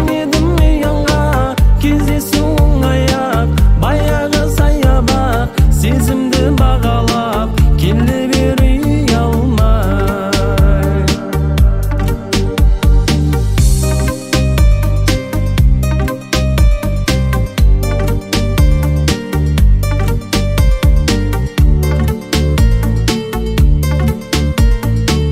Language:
Kazakh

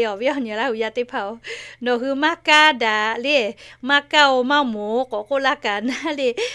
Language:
Lahu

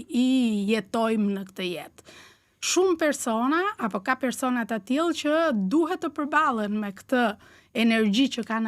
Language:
Albanian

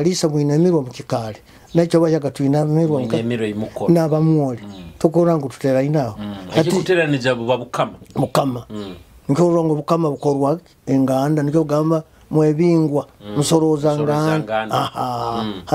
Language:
Nyoro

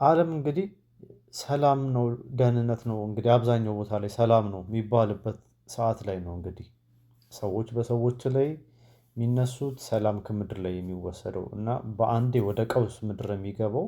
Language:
Amharic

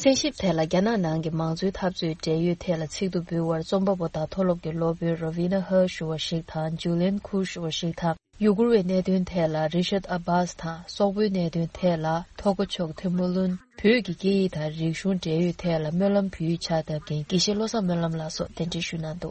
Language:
Tibetan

